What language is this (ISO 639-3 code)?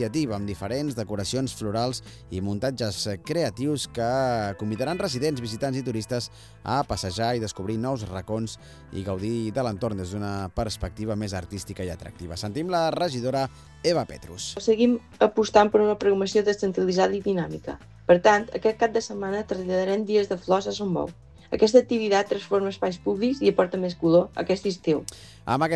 cat